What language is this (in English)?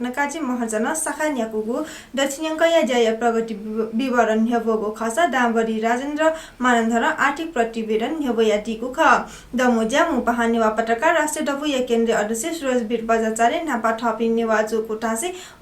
Newari